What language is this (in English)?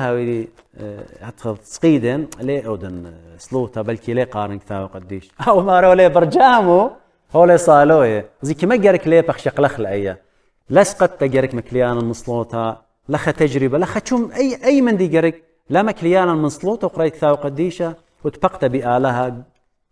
Assyrian Neo-Aramaic